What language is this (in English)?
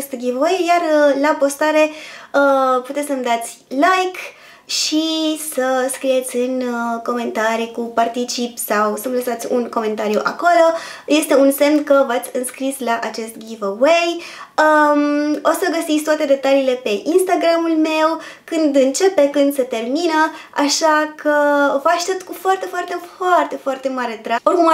Romanian